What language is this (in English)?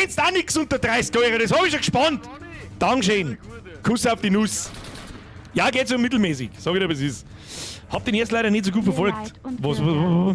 Bavarian